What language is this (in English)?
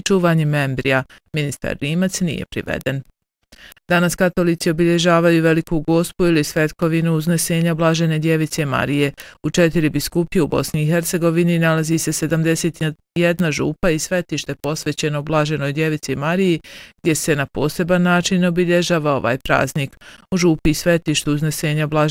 Bosnian